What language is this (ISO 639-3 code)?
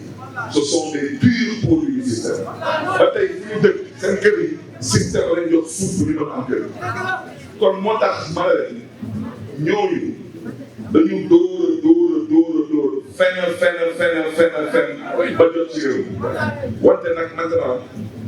wol